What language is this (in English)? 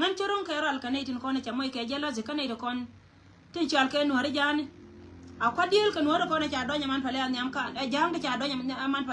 Nuer